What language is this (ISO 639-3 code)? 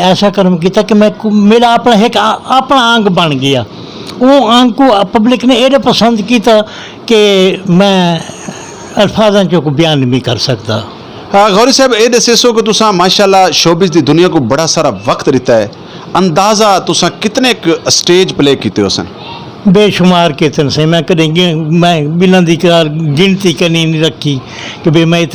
skr